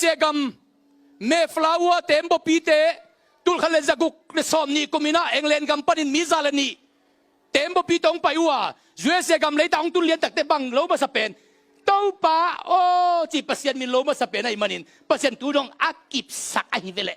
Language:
Tedim Chin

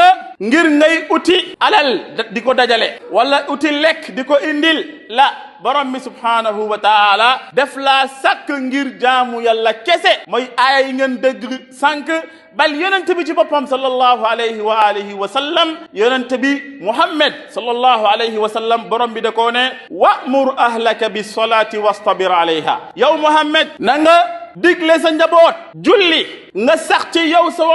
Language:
Wolof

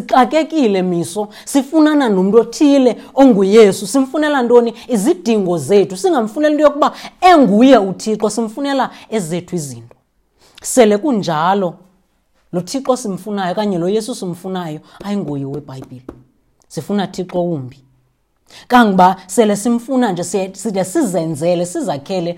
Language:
Xhosa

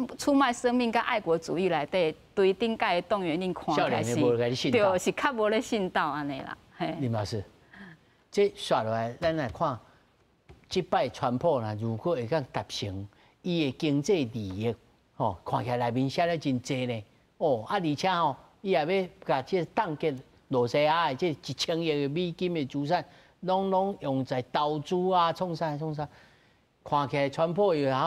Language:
Min Nan Chinese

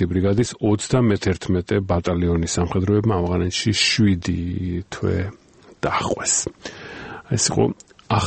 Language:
Georgian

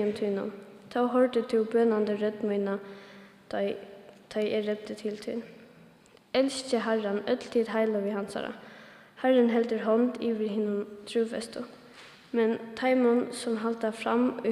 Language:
Faroese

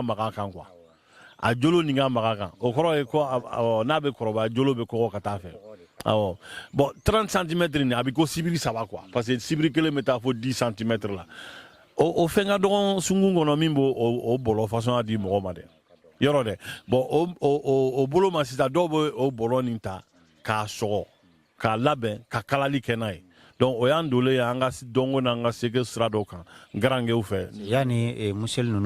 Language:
Bambara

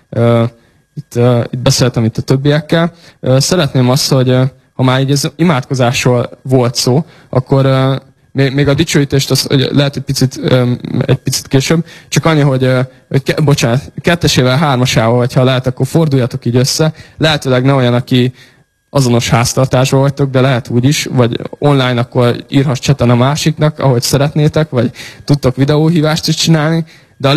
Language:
Hungarian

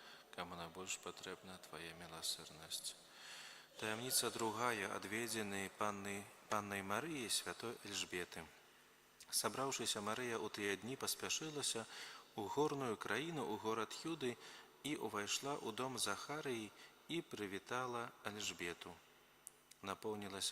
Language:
Belarusian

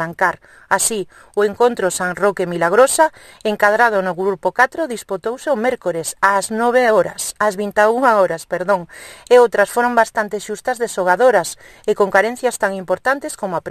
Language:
Galician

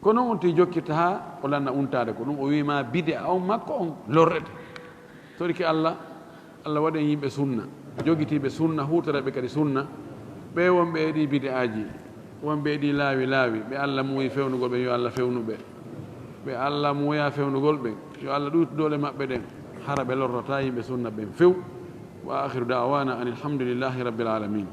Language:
Fula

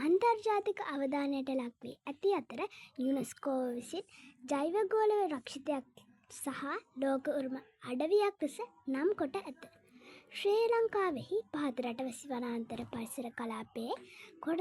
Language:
Sinhala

